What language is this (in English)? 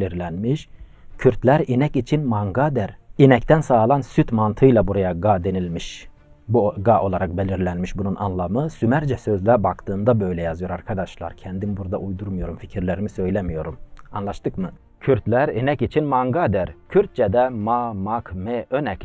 Turkish